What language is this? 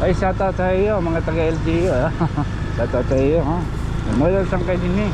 Waray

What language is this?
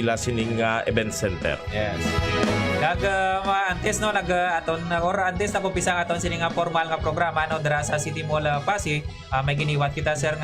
Hiligaynon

